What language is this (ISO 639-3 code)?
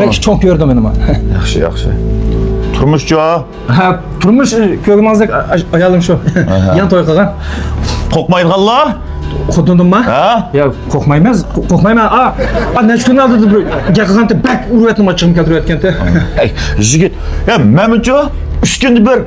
uig